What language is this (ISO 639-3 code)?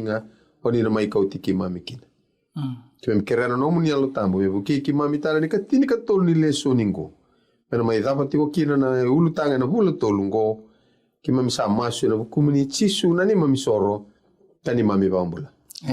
fij